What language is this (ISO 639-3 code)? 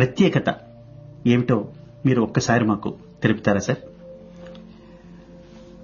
tel